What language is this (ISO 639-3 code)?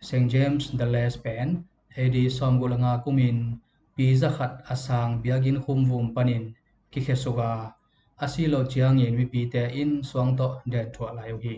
ctd